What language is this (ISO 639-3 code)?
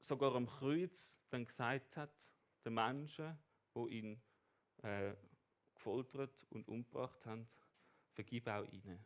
gsw